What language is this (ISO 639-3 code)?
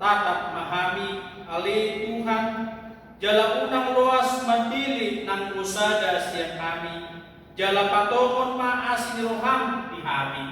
bbc